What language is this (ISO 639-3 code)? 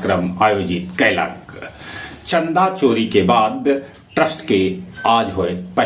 mag